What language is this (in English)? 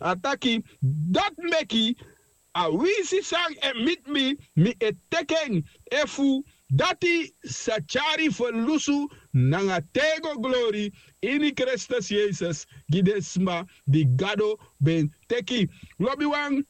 Sranan Tongo